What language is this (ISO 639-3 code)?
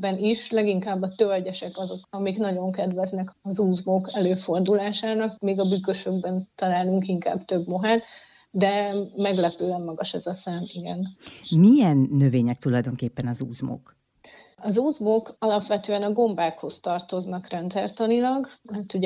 hun